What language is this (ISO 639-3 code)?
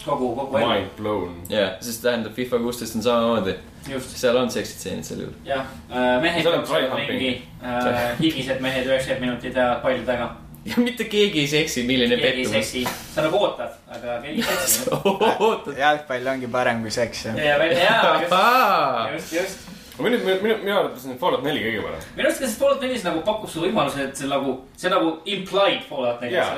est